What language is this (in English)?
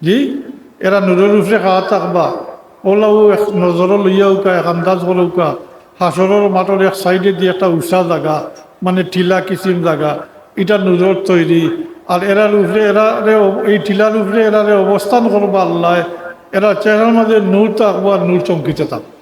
Sylheti